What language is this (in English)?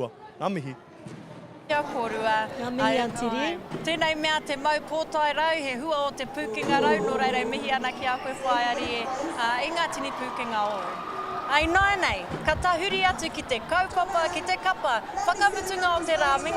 Māori